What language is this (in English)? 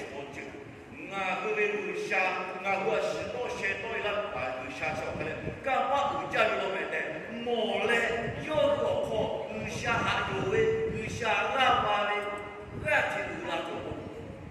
Lahu